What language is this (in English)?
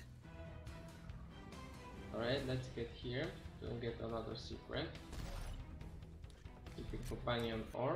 English